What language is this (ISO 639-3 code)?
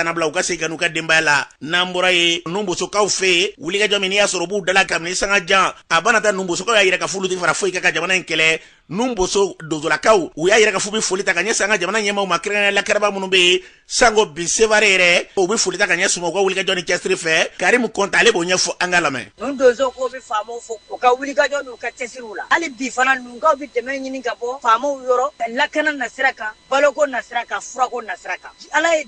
bam